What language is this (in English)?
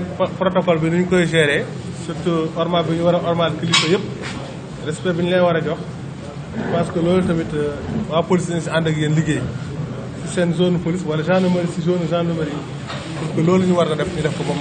Wolof